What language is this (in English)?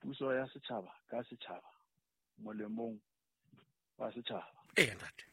Southern Sotho